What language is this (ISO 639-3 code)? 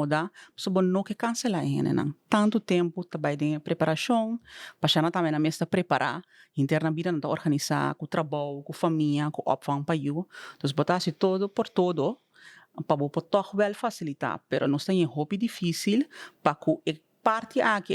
pap